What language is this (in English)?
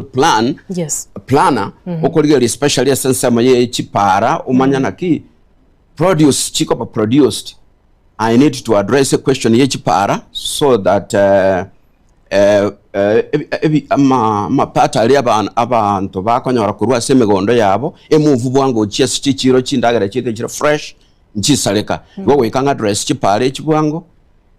Gusii